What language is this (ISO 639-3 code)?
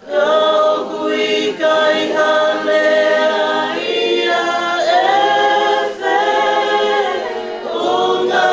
ton